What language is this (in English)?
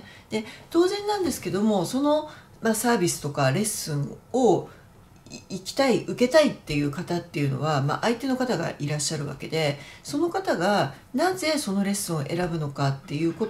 Japanese